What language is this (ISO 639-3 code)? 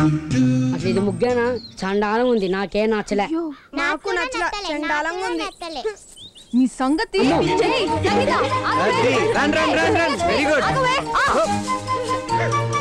tel